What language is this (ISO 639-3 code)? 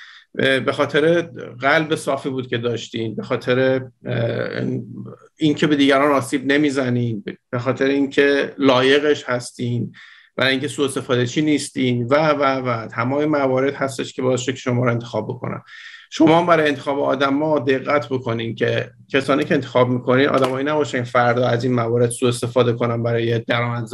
fas